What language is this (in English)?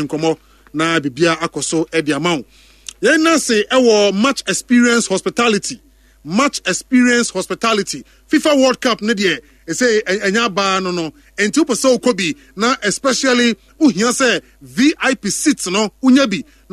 Akan